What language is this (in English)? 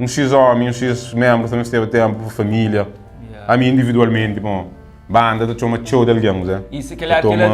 Kabuverdianu